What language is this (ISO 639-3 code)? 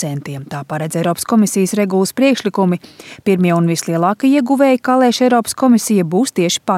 lav